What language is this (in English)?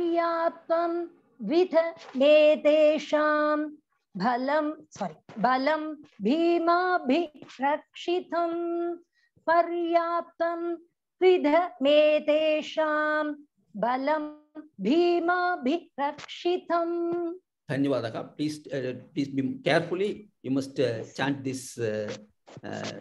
Sanskrit